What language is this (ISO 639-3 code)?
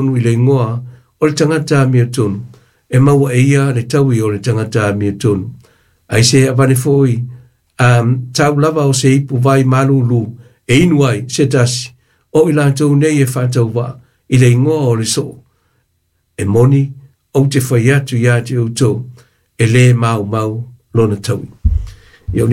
smo